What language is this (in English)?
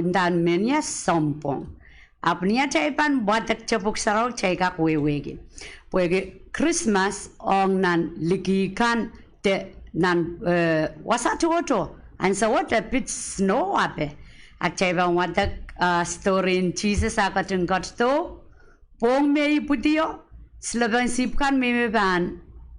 Pohnpeian